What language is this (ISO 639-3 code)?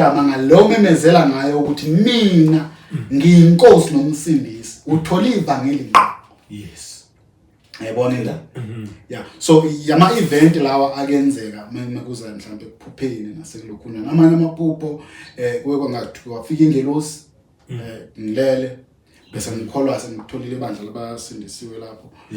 zul